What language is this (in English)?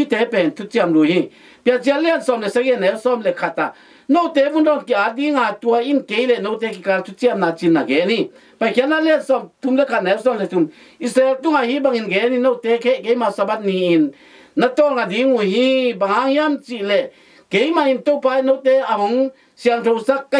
Tedim Chin